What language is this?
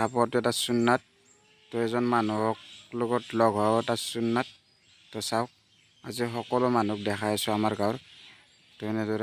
Assamese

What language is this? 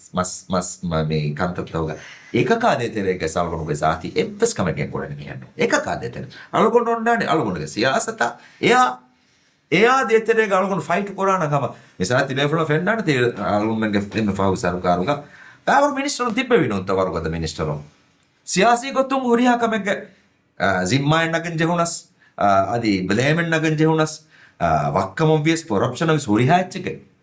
Divehi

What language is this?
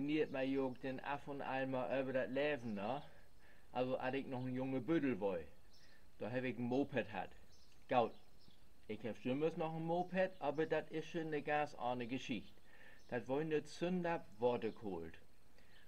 Low German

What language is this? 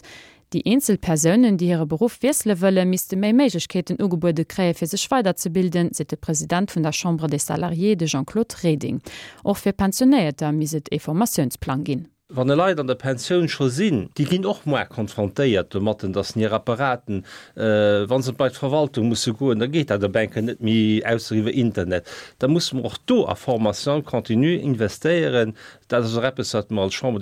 Luxembourgish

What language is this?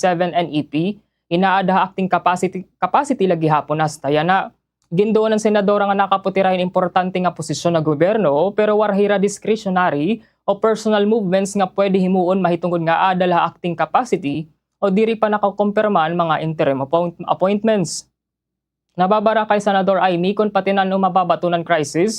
Waray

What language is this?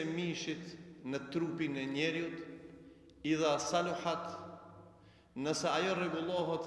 Albanian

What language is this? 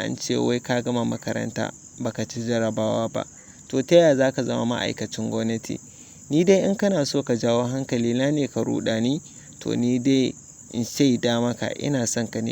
Hausa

